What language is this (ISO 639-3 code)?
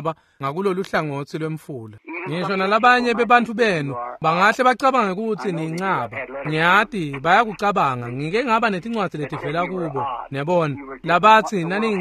ssw